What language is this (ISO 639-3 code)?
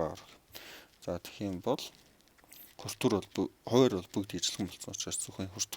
mon